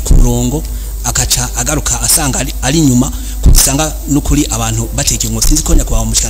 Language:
Rundi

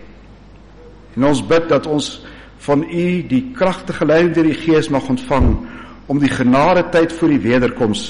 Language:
Afrikaans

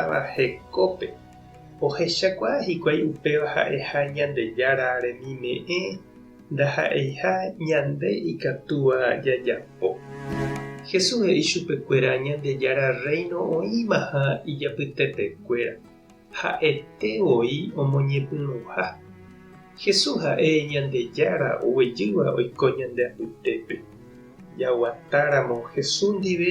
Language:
Guarani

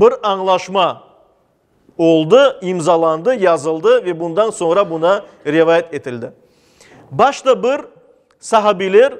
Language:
Crimean Tatar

